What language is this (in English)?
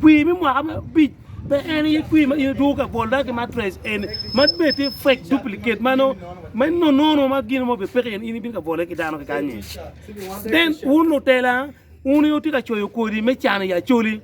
Acoli